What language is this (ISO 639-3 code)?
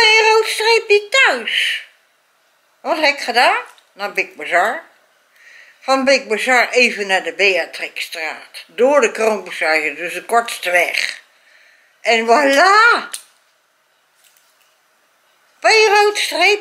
nld